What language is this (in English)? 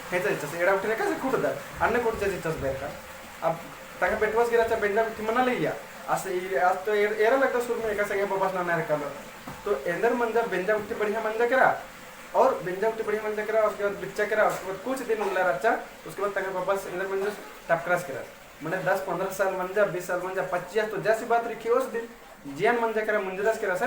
Kurukh